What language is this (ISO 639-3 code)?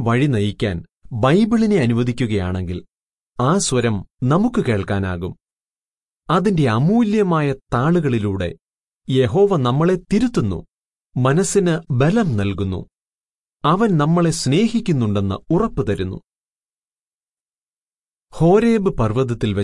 mal